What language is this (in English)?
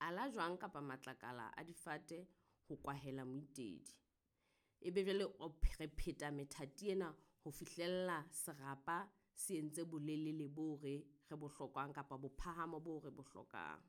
Southern Sotho